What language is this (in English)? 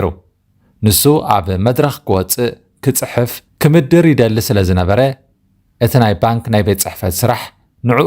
Tigrinya